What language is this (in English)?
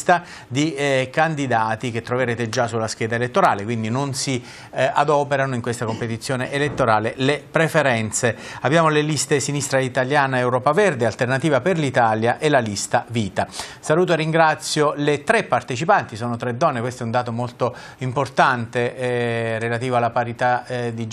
Italian